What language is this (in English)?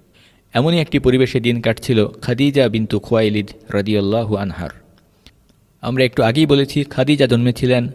Bangla